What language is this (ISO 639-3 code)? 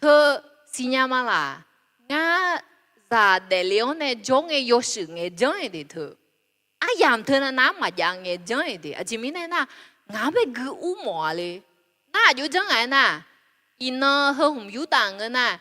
ahk